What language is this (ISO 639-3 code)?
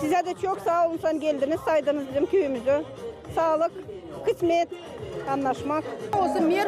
gag